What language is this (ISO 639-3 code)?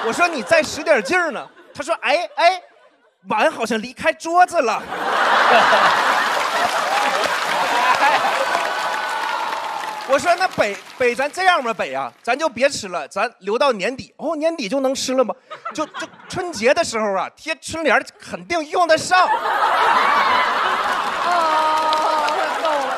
zho